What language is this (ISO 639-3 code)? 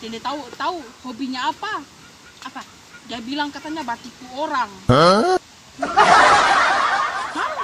abs